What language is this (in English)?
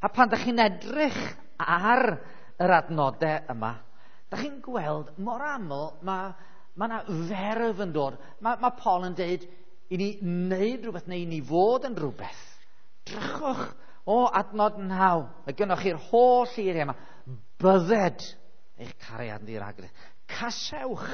Welsh